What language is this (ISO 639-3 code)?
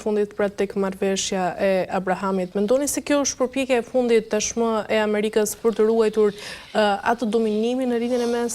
sqi